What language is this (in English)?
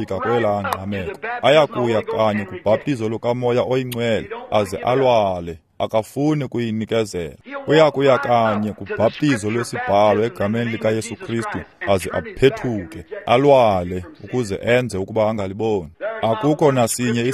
Xhosa